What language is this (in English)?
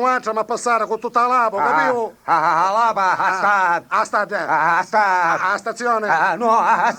Sicilian